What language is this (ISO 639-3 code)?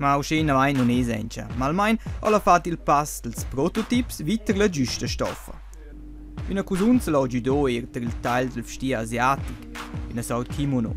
roh